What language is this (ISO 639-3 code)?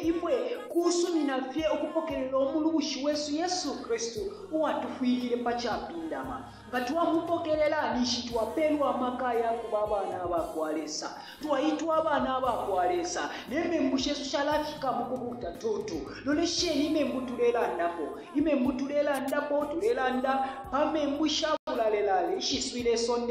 bem